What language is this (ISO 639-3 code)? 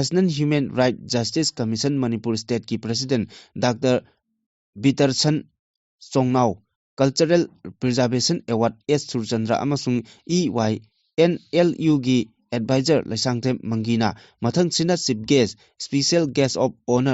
mni